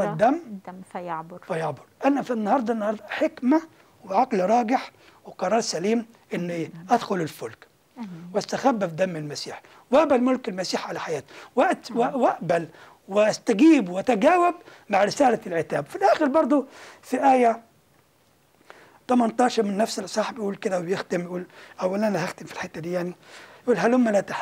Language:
Egyptian Arabic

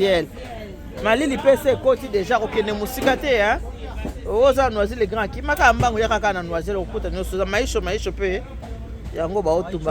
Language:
Lingala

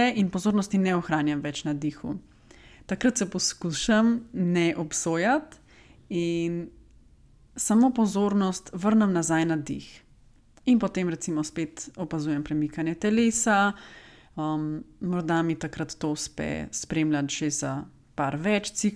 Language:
Slovenian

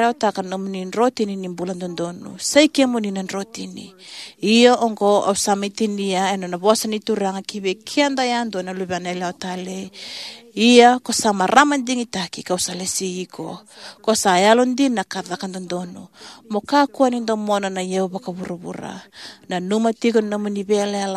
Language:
Fijian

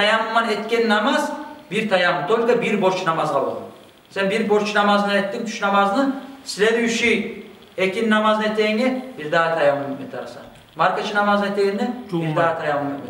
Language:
Kumyk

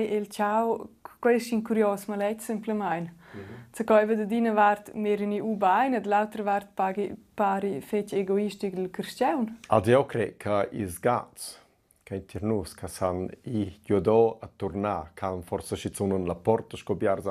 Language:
Romansh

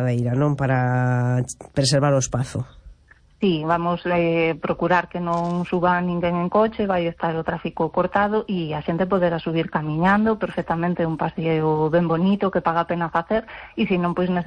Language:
Galician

